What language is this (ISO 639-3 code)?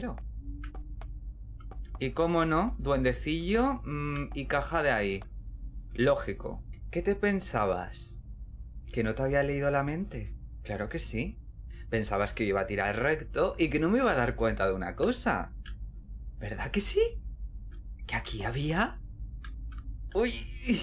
spa